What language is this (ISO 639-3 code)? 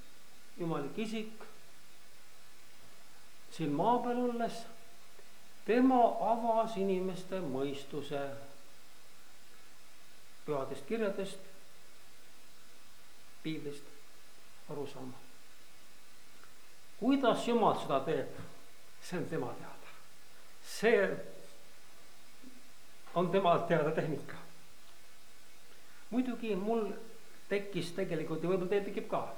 est